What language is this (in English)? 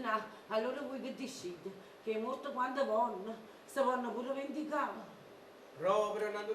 Neapolitan